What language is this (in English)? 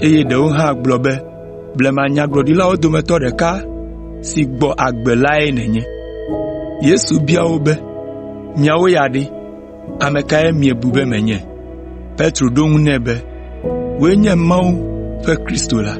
Ewe